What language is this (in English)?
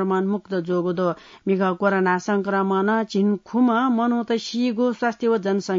Newari